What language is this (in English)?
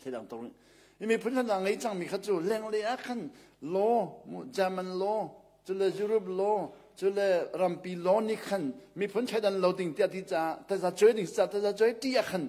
Hakha Chin